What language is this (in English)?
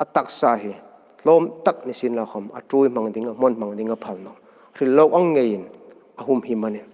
Hmar